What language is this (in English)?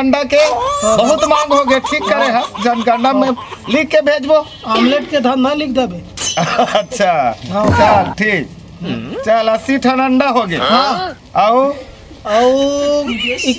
Chhattisgarhi